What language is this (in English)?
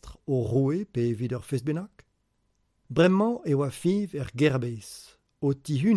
Breton